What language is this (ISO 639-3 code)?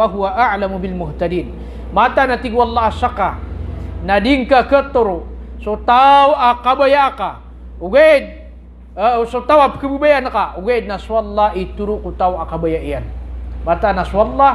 mrw